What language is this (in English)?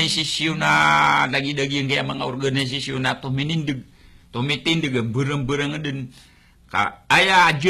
Maranao